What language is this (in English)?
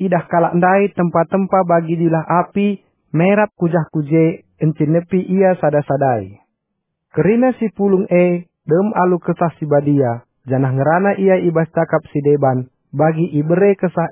Batak Karo